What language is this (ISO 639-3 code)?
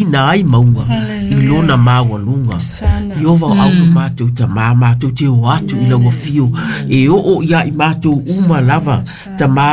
smo